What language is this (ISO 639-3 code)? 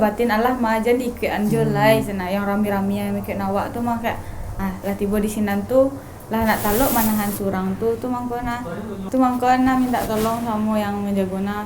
min